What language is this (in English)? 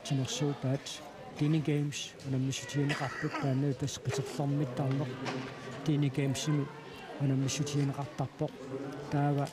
Kalaallisut